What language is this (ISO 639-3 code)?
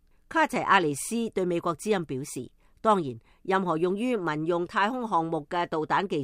yue